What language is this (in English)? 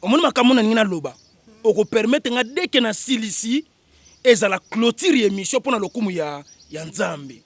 Lingala